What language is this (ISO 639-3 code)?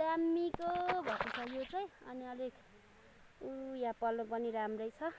nep